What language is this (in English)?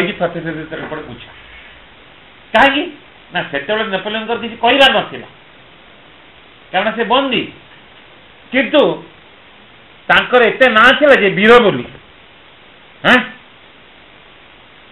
Odia